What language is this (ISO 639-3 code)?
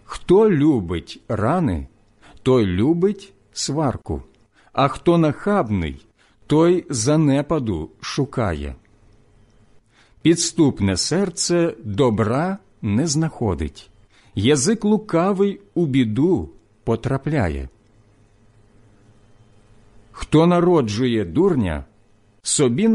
ukr